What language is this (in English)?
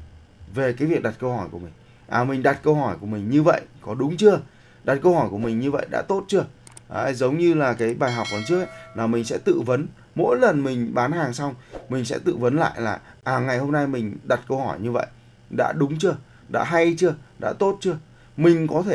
Vietnamese